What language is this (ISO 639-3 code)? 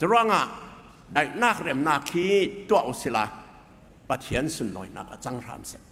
cfm